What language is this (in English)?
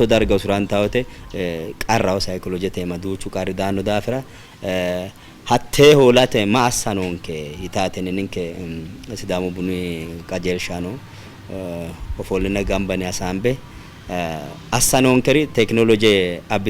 Sidamo